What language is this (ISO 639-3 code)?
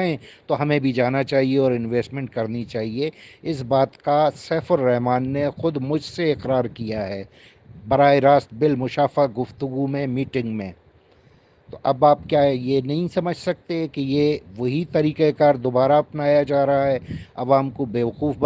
urd